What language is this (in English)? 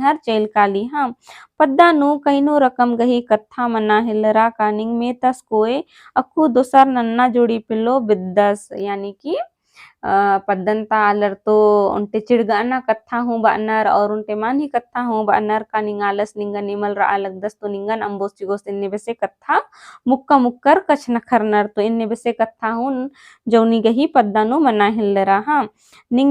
Kurukh